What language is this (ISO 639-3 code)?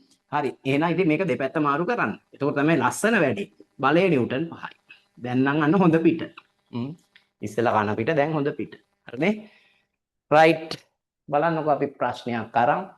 sin